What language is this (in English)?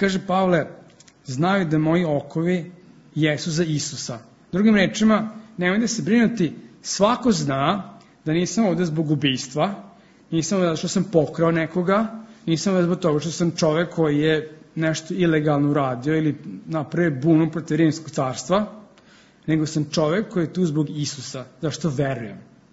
Serbian